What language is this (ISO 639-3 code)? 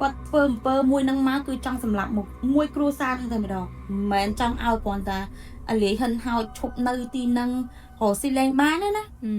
khm